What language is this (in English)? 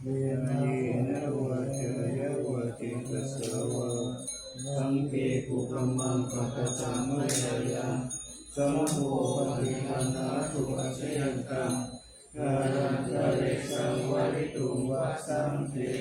Pali